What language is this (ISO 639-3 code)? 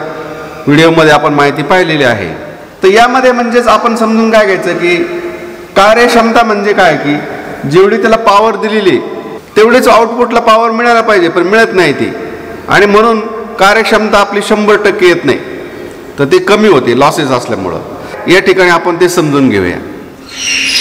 mar